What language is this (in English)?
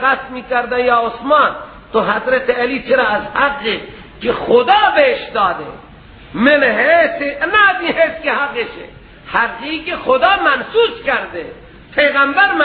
Persian